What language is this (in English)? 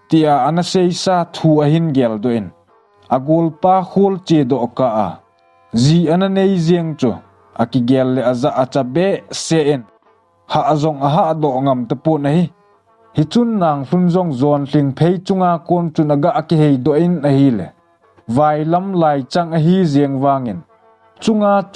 Thado Chin